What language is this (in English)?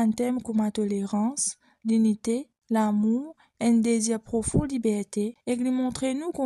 Morisyen